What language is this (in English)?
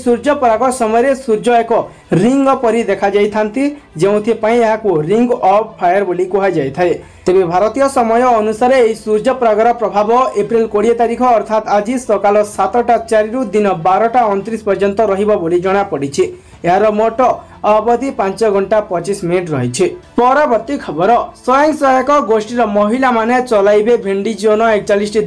Odia